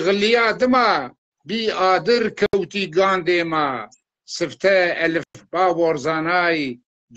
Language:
Zaza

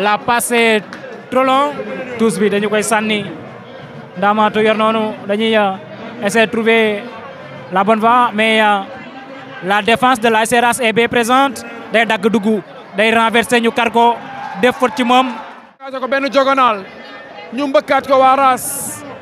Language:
Wolof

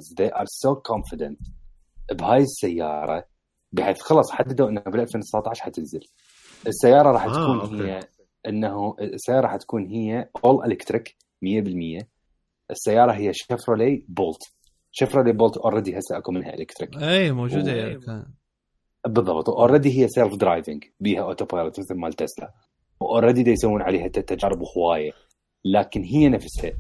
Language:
Mesopotamian Arabic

